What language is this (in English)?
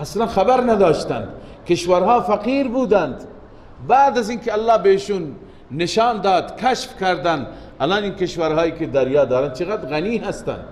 Persian